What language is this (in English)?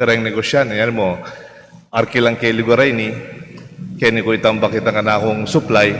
Pampanga